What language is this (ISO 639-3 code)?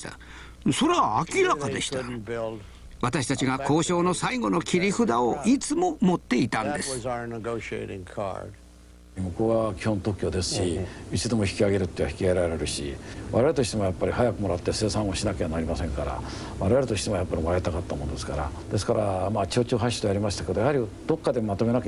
jpn